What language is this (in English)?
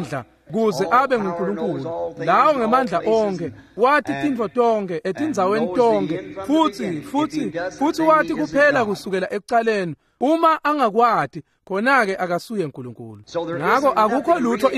Swati